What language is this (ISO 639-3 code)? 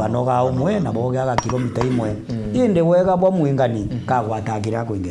mer